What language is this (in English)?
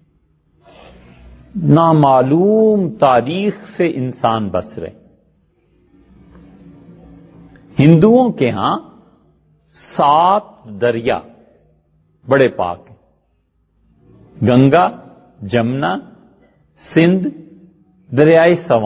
Urdu